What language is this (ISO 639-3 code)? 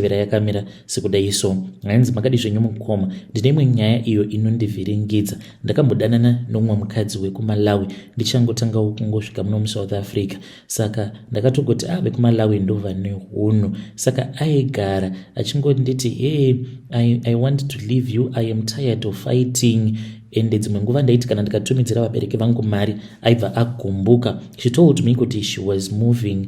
sna